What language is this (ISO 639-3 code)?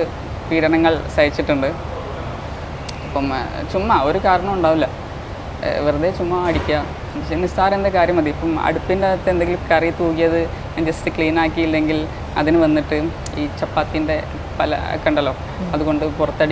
mal